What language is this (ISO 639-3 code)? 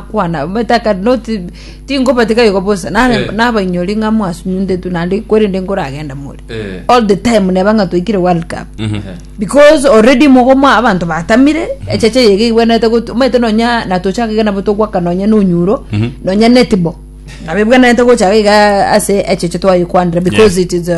guz